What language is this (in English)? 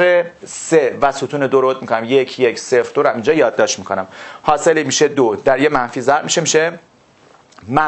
Persian